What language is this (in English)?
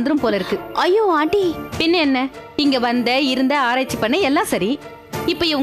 Tamil